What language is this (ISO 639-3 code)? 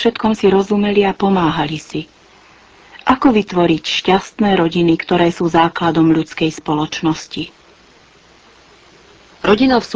slk